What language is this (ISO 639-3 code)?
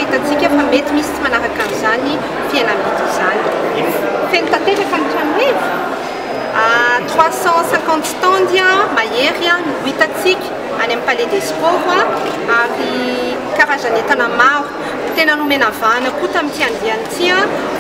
mlg